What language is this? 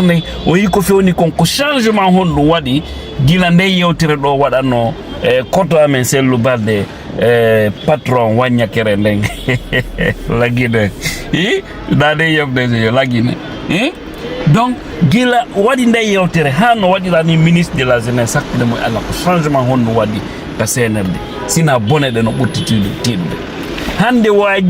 Fula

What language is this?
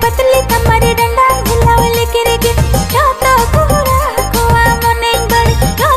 Santali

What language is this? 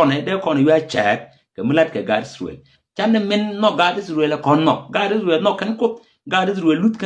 Nuer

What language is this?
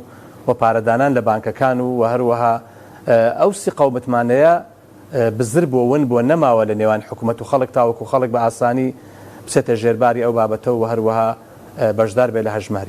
Central Kurdish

